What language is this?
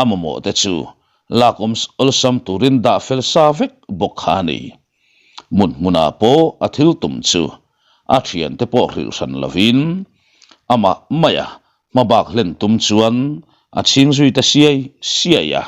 Mizo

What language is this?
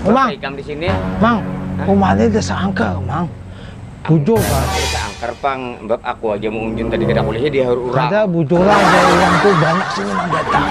Banjar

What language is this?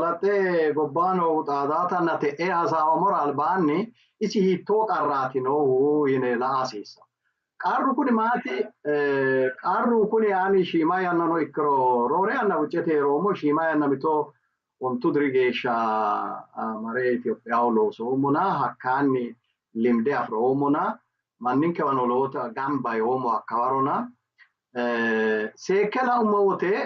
Sidamo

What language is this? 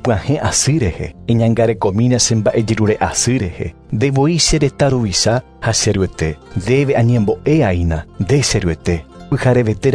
Guarani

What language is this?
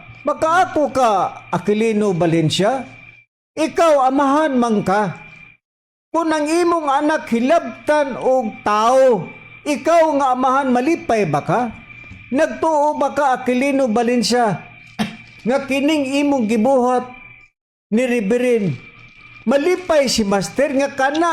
Cebuano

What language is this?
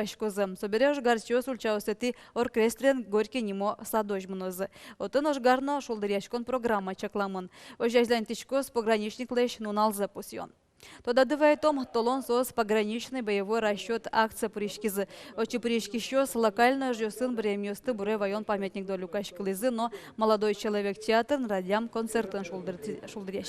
Udmurt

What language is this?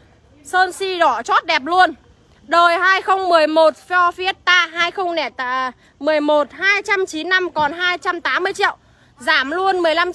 Vietnamese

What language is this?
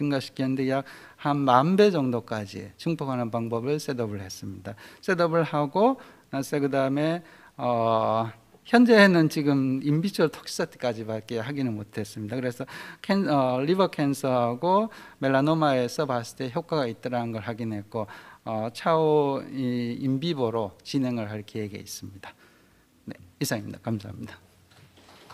Korean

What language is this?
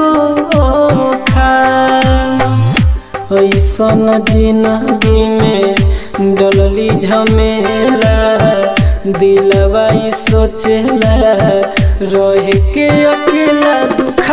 Bhojpuri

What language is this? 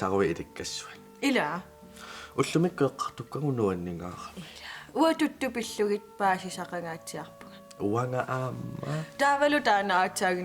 Kalaallisut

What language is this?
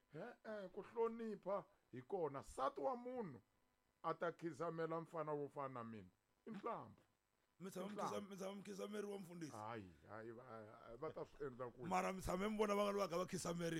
Tsonga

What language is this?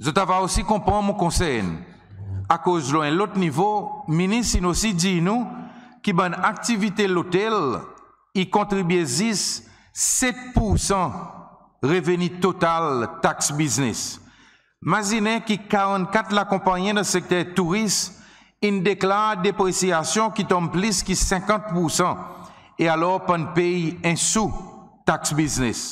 Seselwa Creole French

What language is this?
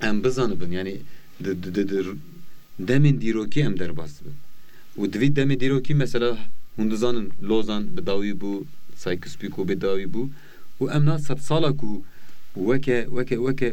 Kurdish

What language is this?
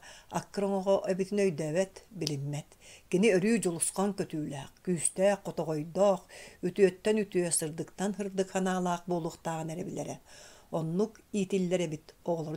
Yakut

